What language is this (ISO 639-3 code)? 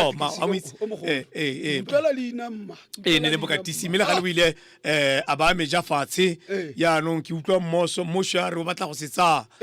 tsn